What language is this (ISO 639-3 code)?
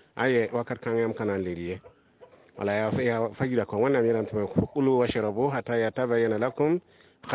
mos